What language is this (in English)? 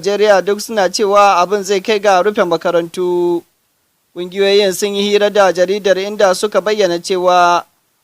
Hausa